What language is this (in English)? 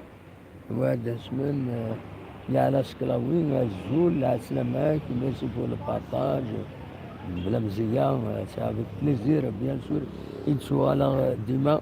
Kabyle